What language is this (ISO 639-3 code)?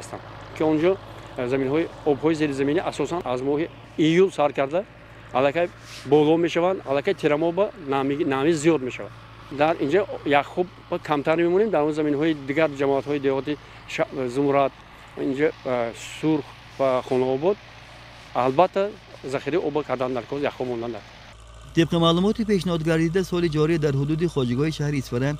tgk